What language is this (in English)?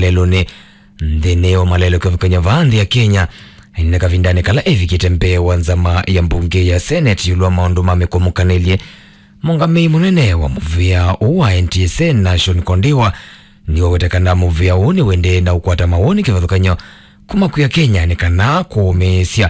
Kamba